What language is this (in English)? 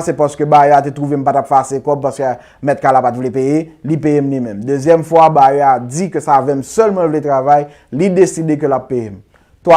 Haitian Creole